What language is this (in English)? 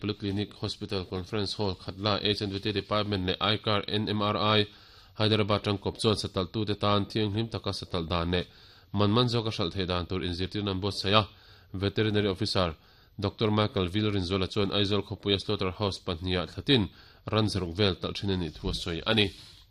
Mizo